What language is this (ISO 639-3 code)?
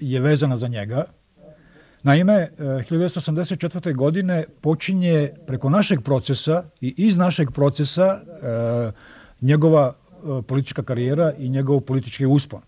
srp